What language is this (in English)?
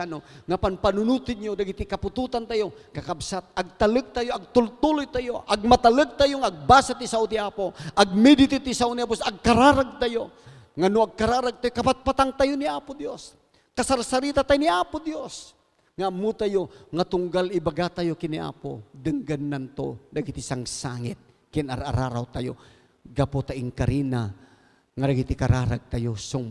Iloko